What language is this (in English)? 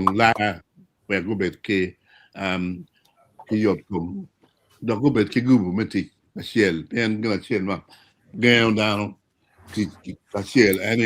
Acoli